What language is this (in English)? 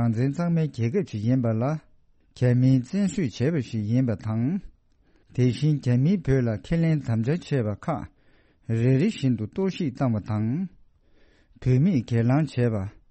Tibetan